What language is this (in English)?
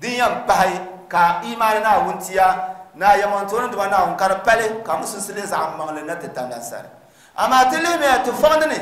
Dagbani